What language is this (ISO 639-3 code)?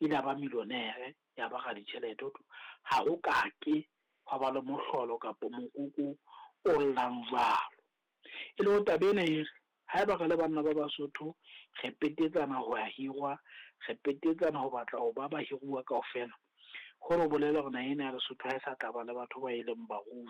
sot